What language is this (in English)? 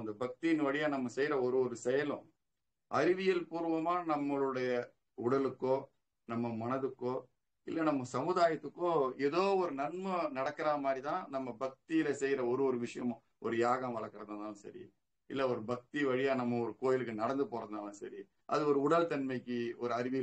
Tamil